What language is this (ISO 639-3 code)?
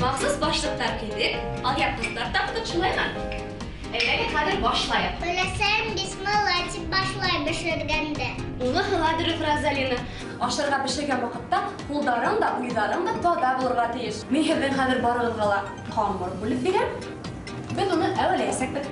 bak